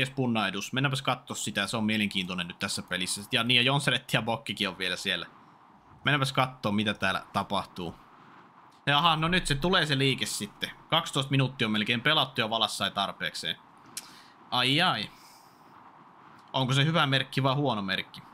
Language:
Finnish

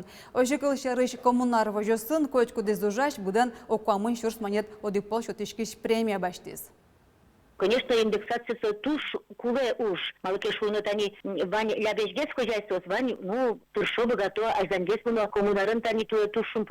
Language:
Udmurt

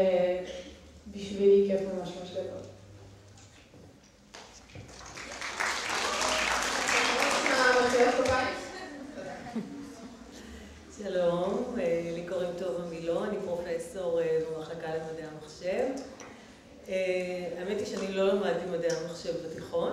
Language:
Hebrew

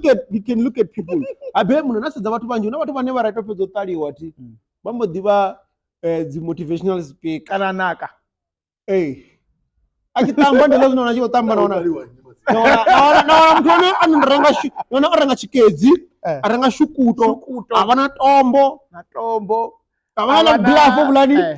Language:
Venda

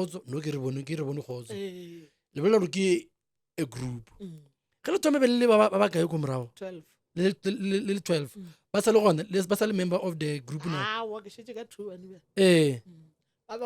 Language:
Northern Sotho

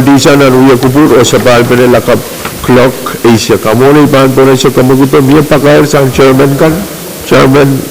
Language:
Pohnpeian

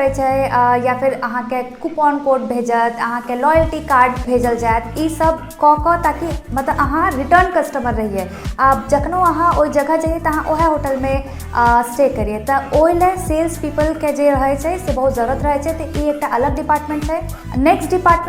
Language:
Maithili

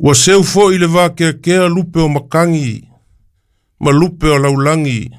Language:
Samoan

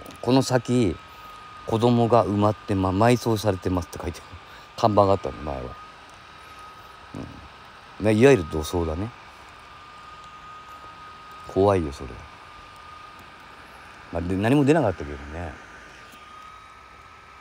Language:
Japanese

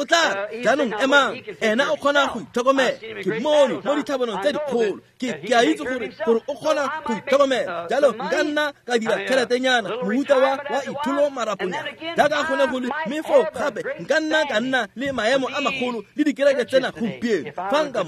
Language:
Tswana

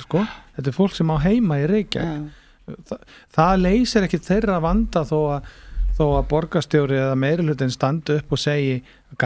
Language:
Icelandic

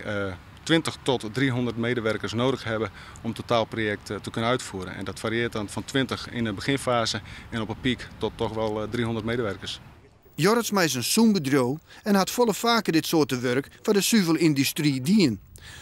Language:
Western Frisian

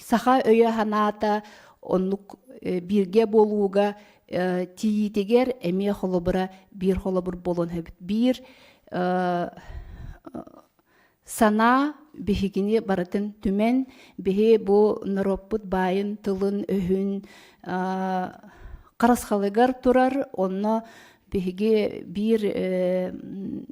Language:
Yakut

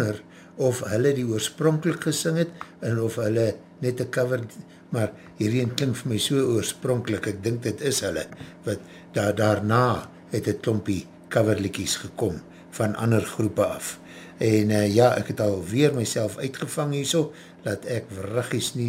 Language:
Afrikaans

